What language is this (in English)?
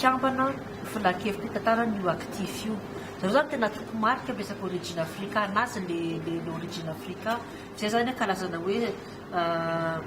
Malagasy